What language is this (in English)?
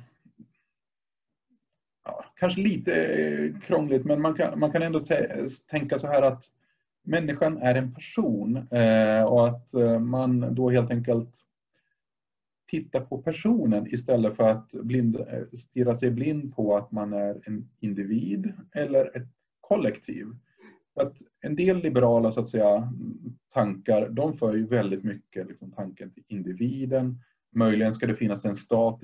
Swedish